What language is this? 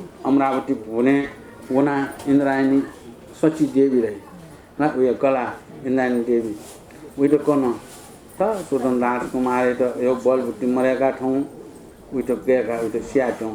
Newari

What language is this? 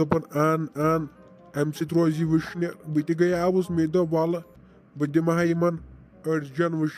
Kashmiri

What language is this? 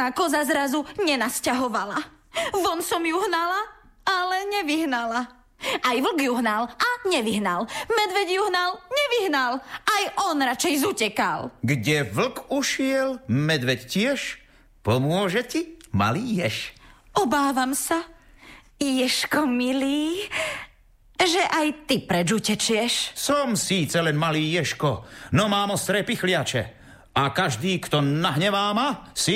Slovak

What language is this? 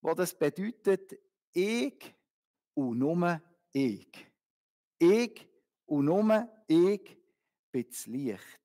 Swiss German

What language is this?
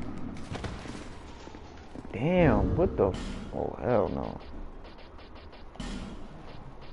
English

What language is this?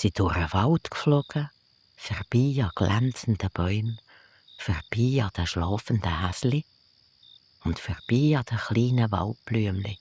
Swiss German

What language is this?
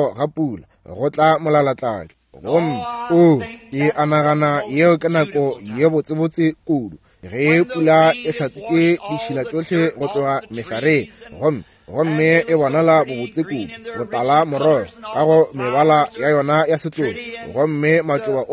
Northern Sotho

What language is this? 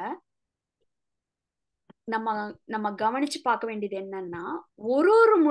Tamil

